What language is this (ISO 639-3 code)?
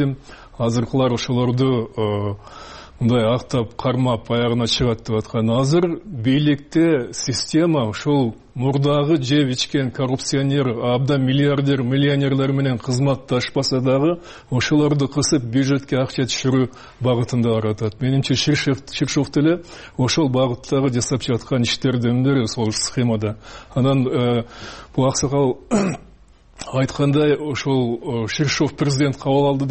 kir